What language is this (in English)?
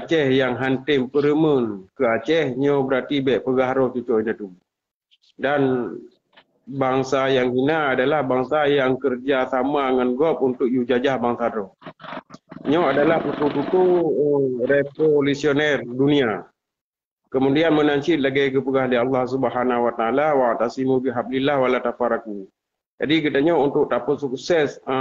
Achinese